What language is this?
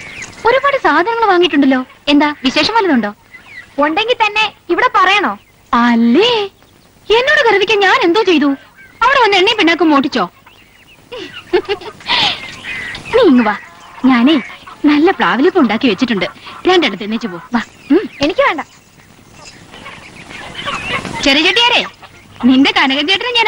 Malayalam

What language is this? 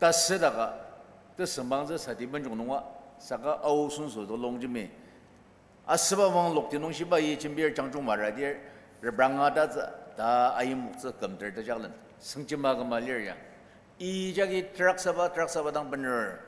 Ao Naga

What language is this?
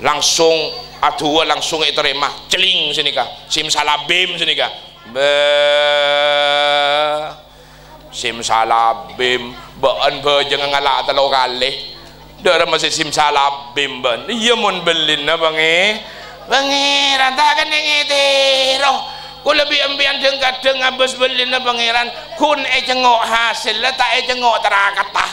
Madurese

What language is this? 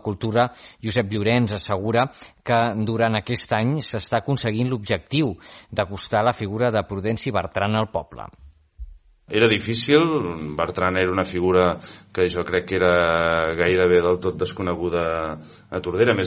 Catalan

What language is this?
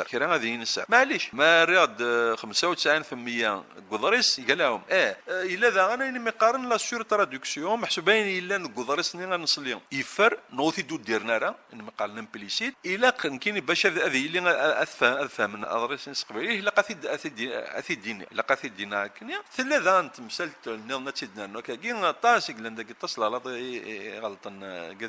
Kabyle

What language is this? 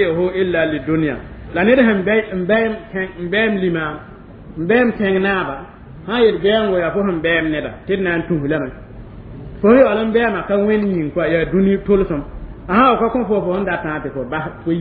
Mossi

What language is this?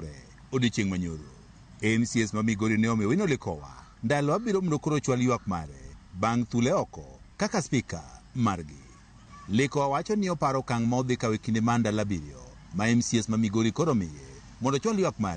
Luo (Kenya and Tanzania)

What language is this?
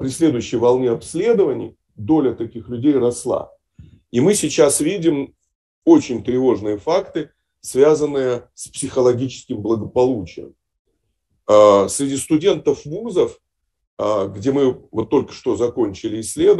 Russian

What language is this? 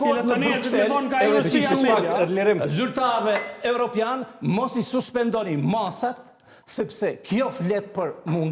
Albanian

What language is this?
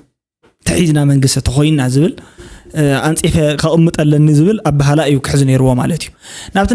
Tigrinya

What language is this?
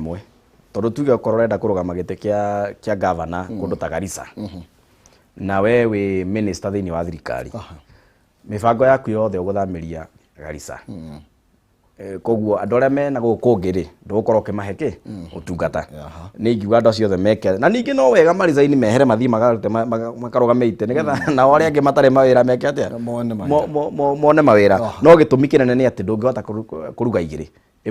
Kikuyu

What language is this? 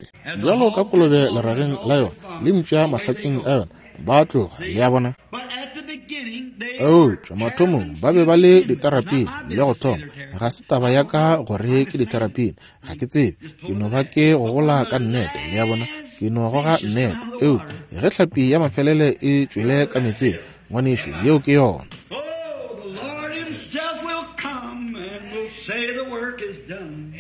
Northern Sotho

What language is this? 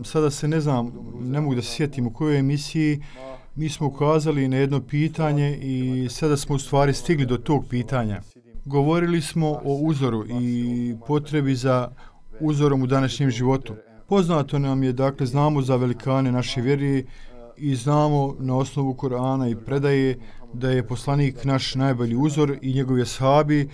Bosnian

